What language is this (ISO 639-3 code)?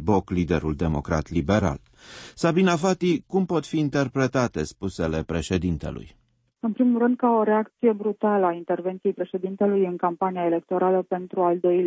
ron